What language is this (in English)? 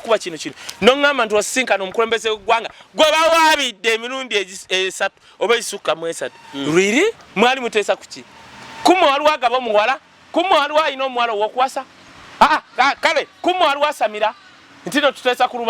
Ganda